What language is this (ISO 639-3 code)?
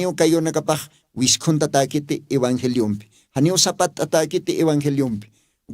aym